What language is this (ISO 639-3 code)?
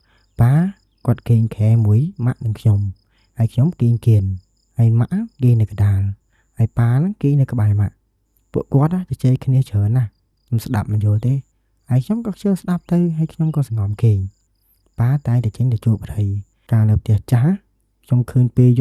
khm